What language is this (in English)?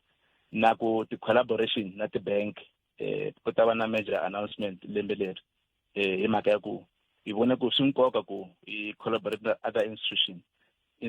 Tsonga